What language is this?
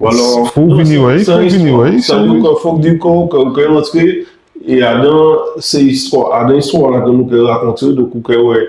Guadeloupean Creole French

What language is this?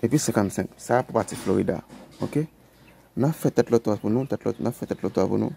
Haitian Creole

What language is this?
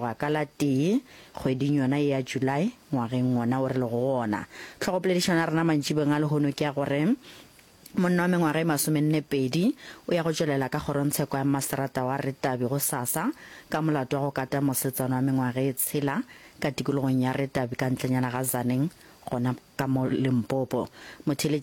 Northern Sotho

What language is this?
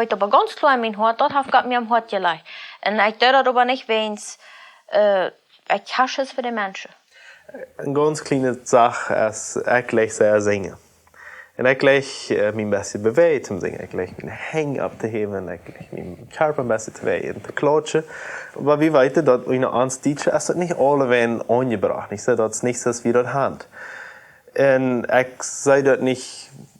Plautdietsch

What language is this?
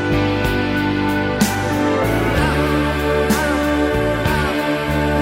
Greek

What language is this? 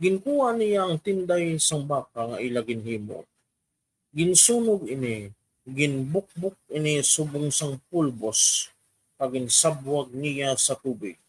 Hiligaynon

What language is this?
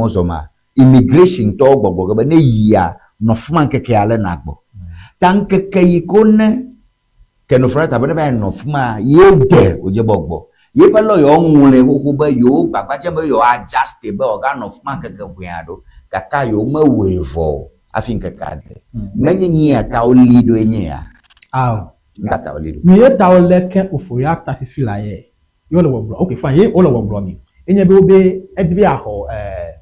Ewe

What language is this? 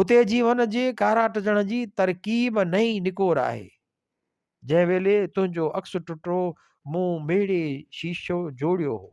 Sindhi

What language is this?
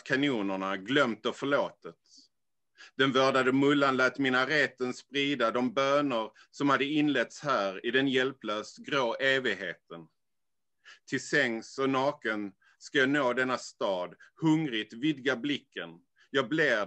Swedish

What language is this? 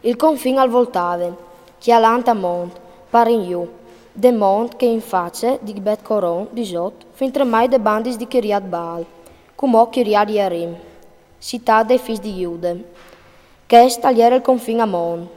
Friulian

